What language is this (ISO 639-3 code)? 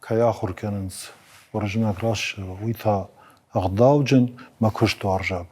oss